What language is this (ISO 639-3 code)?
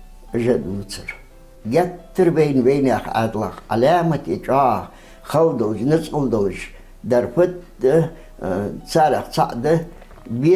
inh